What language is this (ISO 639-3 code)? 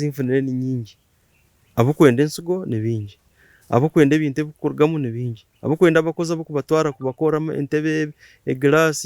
nyn